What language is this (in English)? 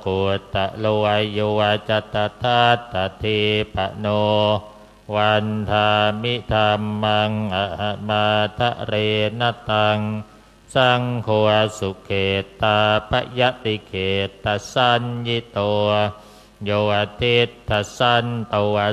Pali